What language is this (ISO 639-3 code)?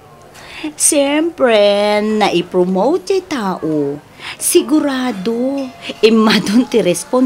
ilo